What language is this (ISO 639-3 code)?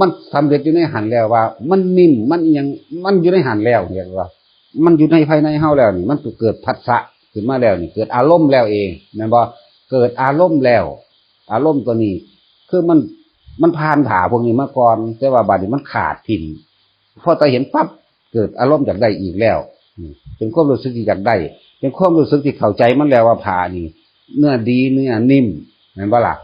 tts